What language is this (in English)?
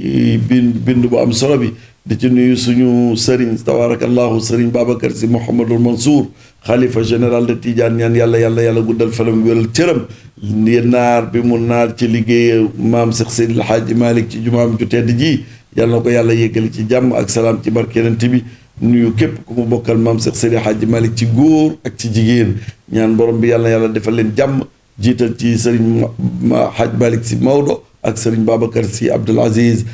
Wolof